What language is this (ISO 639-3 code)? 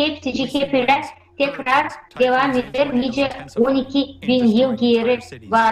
gag